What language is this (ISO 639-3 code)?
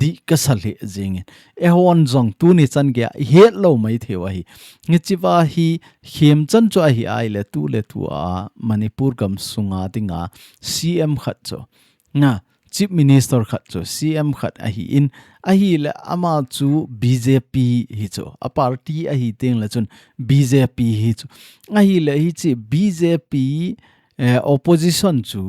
tcz